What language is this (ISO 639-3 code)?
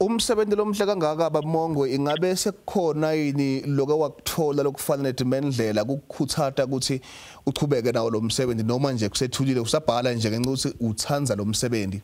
zul